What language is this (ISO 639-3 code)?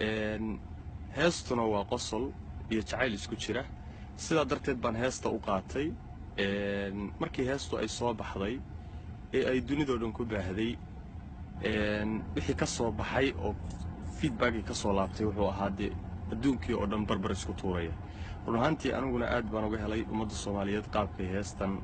som